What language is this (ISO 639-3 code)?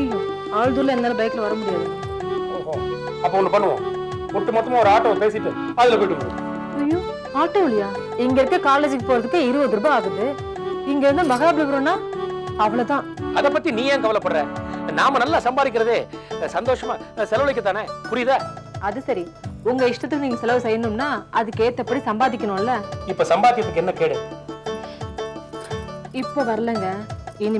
tam